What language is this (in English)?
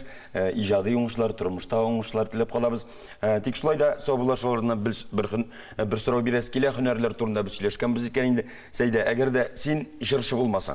Tatar